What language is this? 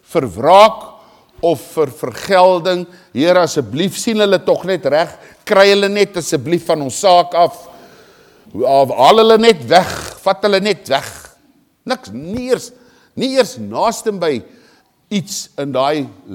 Afrikaans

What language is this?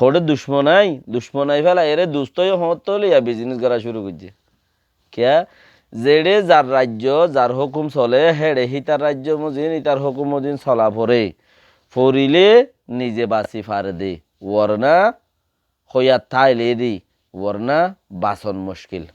Rohingya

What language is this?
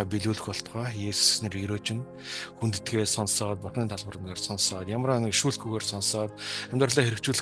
Mongolian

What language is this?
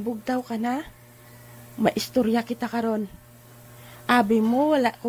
Hiligaynon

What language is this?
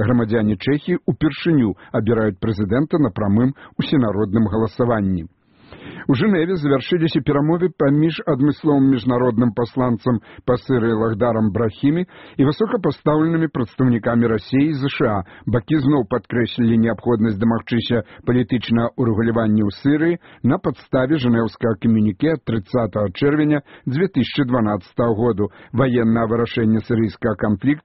Belarusian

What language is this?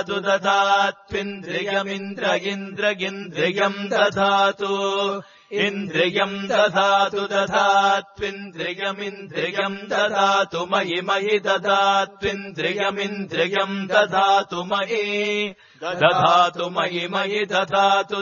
Sanskrit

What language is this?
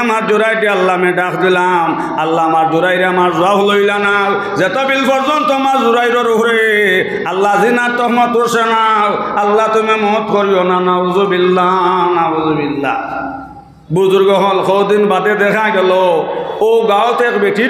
Sylheti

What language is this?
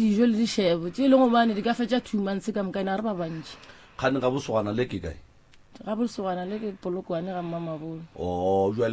Northern Sotho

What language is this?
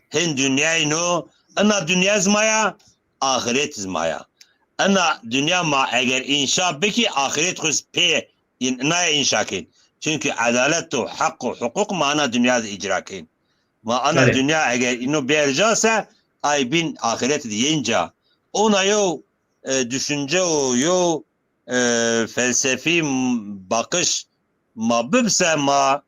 Zaza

